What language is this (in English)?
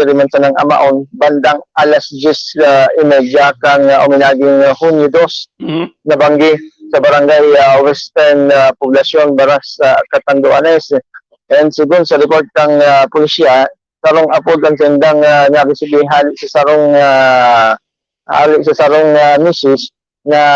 Bikol